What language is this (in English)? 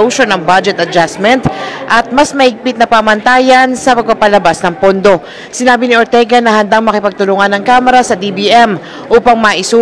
Filipino